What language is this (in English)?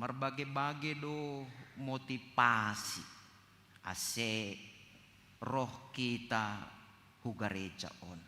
Batak Simalungun